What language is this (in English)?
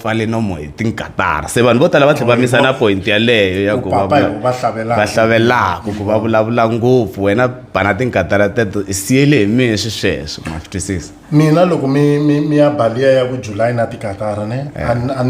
Tsonga